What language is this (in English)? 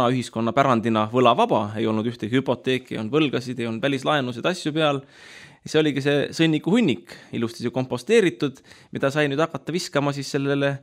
Estonian